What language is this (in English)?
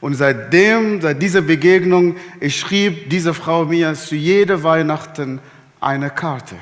Swiss German